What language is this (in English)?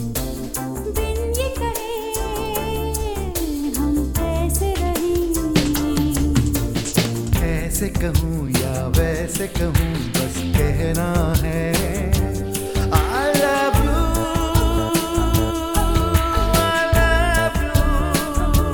Hindi